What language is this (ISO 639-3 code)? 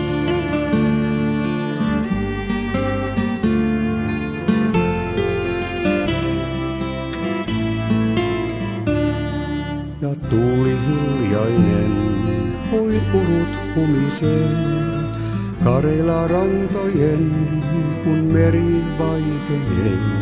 fin